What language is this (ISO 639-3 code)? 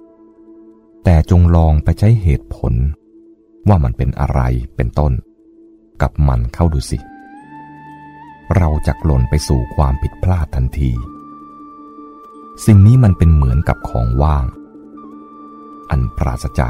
tha